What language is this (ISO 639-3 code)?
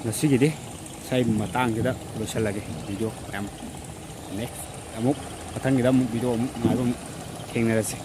mni